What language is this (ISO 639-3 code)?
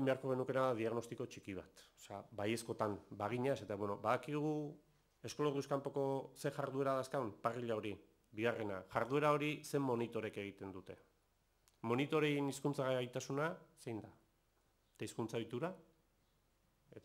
eus